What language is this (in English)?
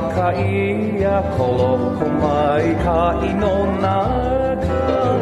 Hawaiian